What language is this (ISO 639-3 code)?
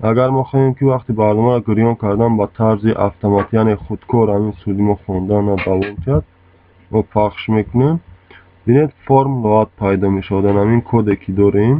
tgk